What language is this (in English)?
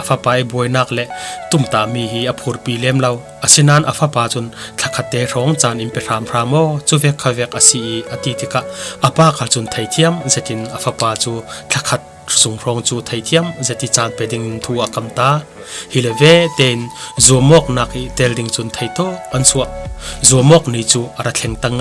Falam Chin